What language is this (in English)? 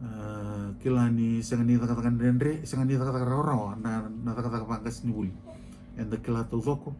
Fijian